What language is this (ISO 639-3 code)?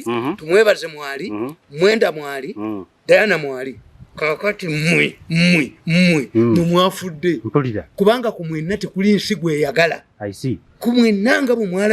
lug